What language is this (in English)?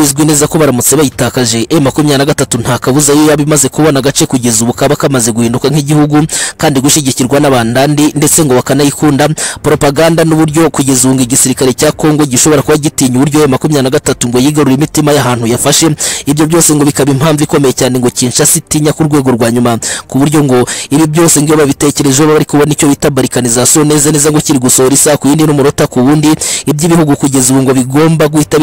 Kinyarwanda